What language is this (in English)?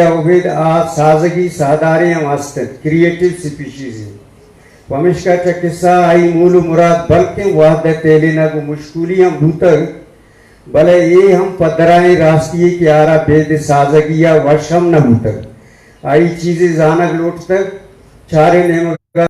Eastern Balochi